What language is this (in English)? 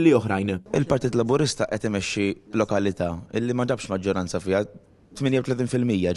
Maltese